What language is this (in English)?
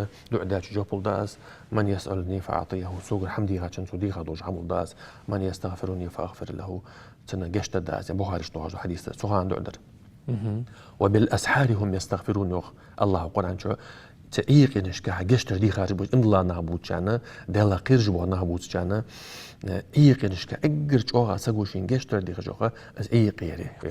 Ingush